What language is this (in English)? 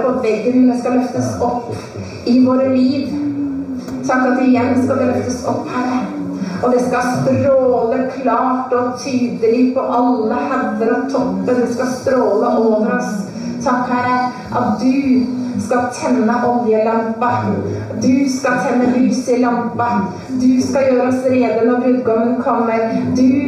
Norwegian